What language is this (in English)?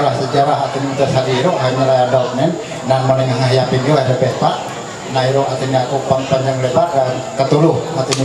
Ma'anyan